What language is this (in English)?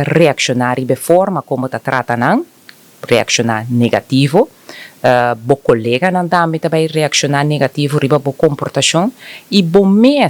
Papiamento